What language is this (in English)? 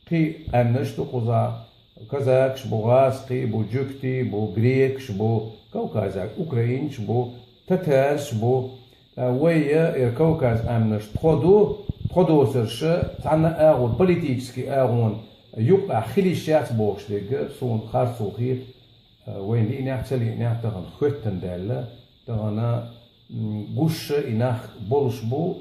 Chechen